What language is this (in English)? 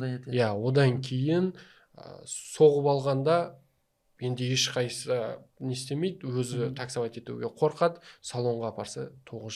Kazakh